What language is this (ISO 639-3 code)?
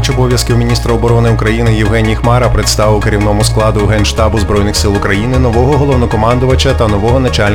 ukr